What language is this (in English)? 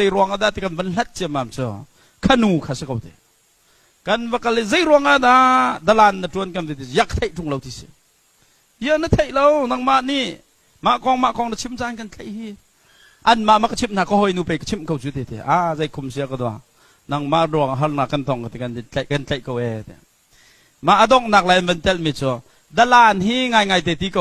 Hakha Chin